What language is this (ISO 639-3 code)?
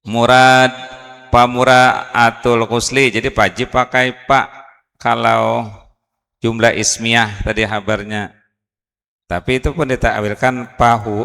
bjn